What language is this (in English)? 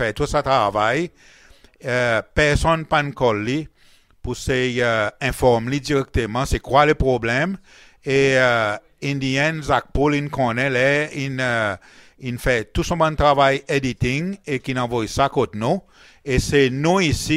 Seselwa Creole French